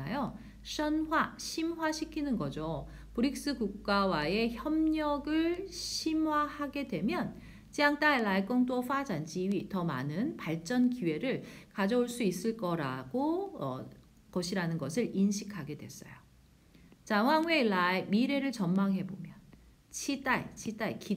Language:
Korean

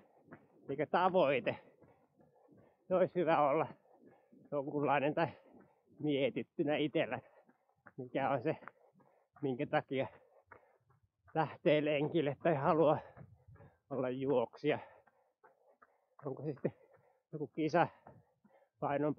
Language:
Finnish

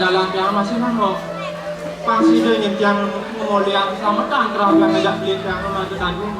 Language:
Balinese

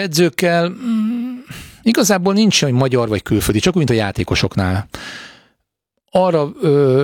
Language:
Hungarian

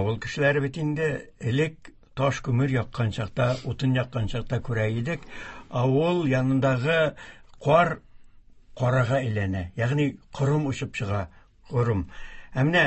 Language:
Tatar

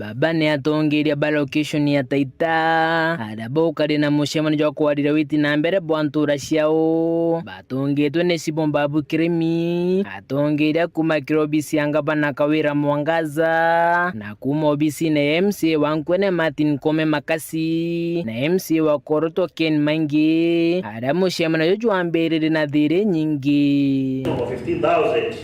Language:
Meru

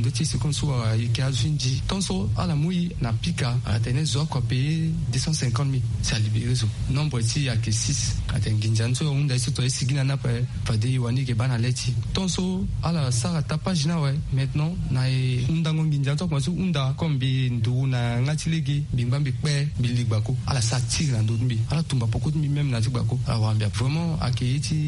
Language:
Sango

